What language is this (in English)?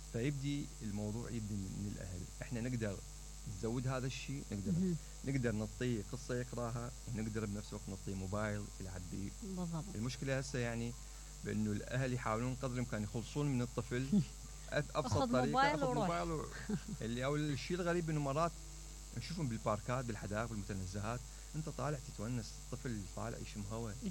Mesopotamian Arabic